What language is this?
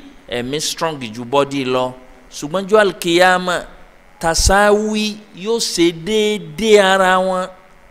Yoruba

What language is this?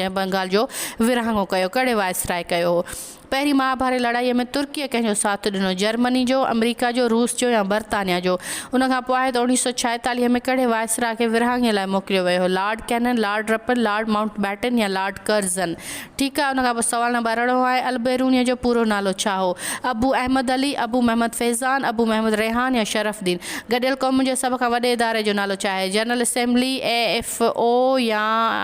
Sindhi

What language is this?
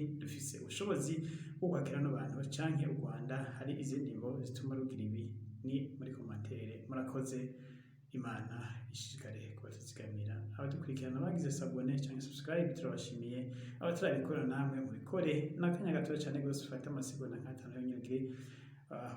Rundi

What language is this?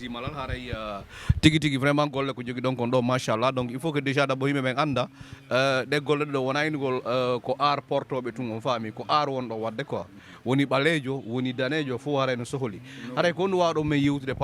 Fula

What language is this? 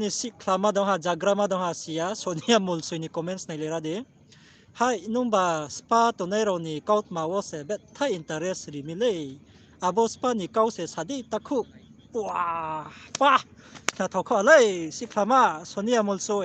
Riang (India)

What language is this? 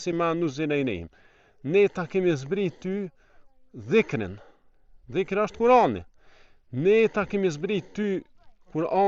Albanian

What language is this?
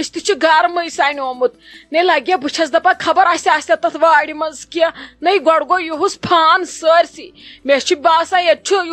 Kashmiri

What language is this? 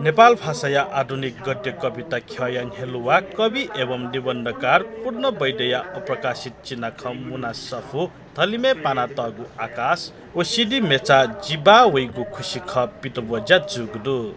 Newari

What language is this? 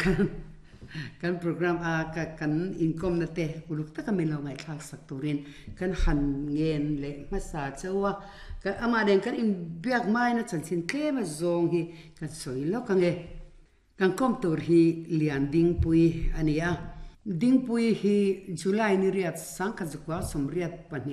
Mizo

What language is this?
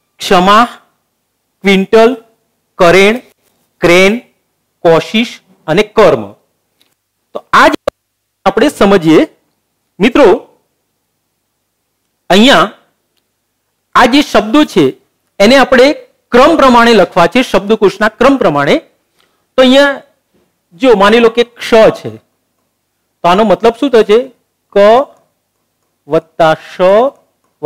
Gujarati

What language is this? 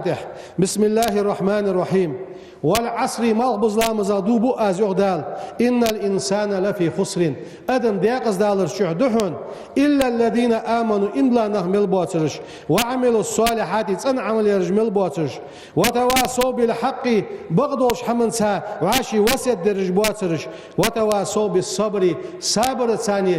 Ingush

